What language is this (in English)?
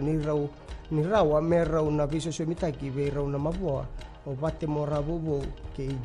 Fijian